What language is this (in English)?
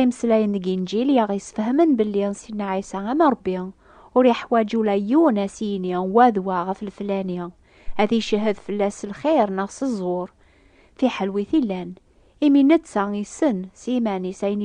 Kabyle